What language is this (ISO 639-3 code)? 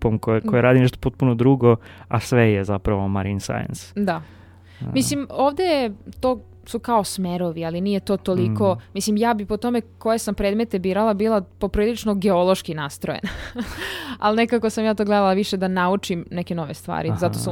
srp